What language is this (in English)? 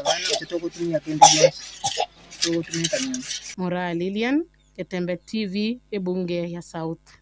Gusii